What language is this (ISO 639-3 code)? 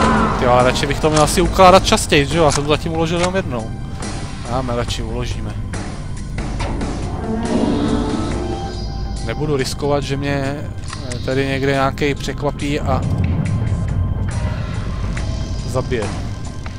ces